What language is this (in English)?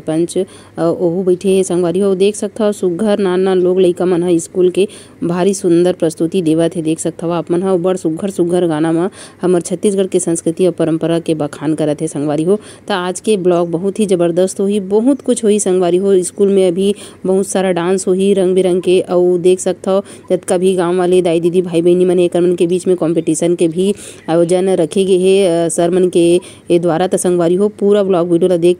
Chhattisgarhi